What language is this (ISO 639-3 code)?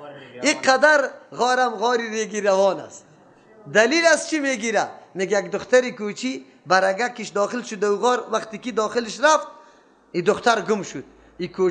fas